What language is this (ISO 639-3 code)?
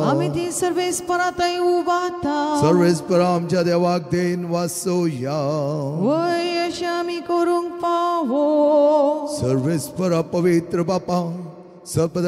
kok